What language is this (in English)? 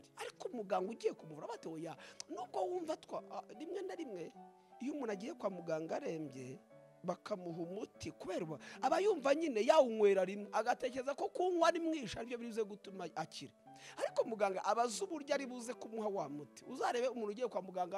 Kinyarwanda